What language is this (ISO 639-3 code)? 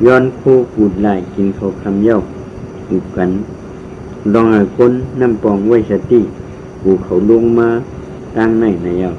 shn